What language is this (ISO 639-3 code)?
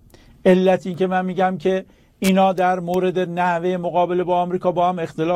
fas